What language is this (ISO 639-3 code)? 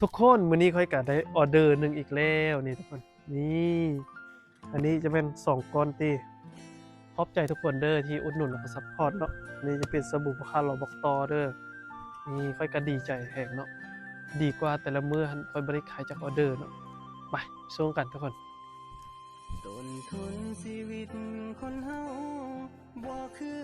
lao